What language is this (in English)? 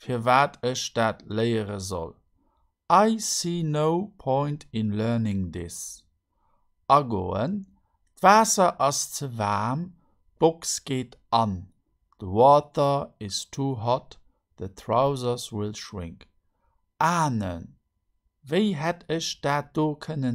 Luxembourgish